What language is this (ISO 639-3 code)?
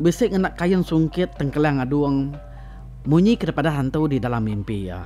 iba